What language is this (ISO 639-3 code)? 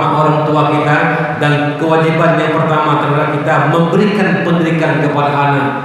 ace